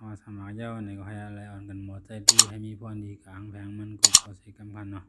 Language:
Shan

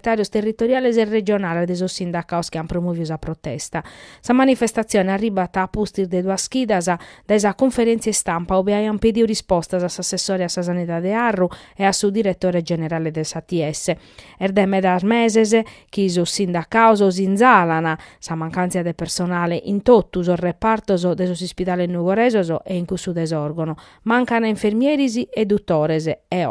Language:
Sardinian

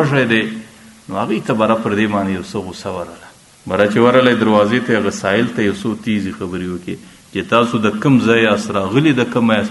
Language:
Pashto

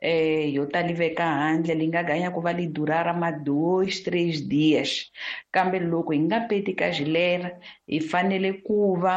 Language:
Tsonga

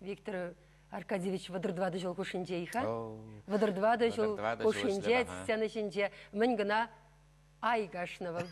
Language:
Chuvash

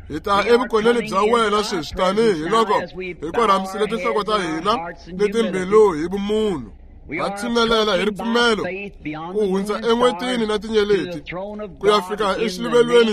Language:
Tsonga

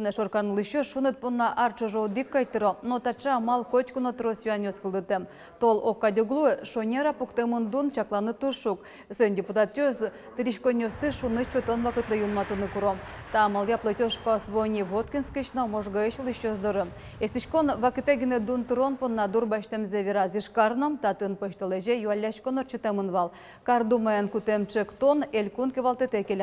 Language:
Udmurt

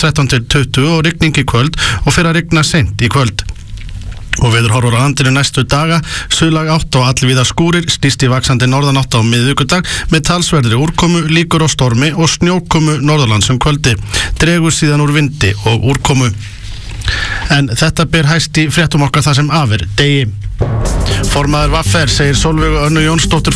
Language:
Icelandic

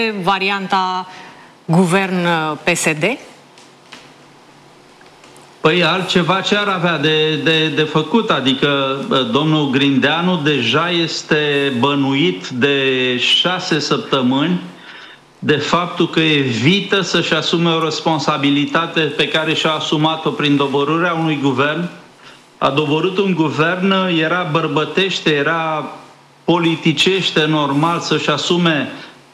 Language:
Romanian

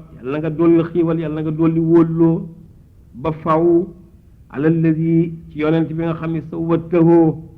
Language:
Wolof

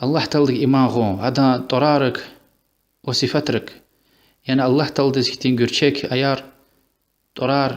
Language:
Lezghian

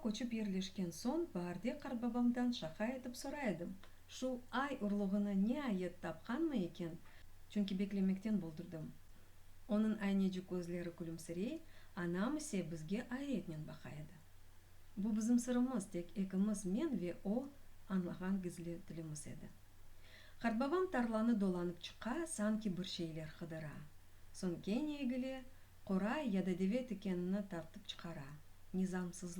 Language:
Crimean Tatar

